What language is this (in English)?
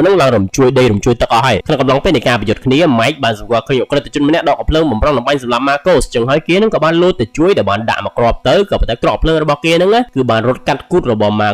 Khmer